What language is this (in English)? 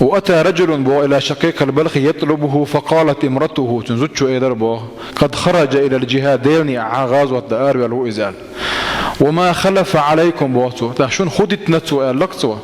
Chechen